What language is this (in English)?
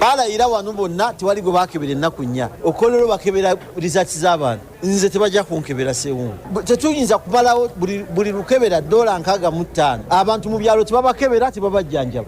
Ganda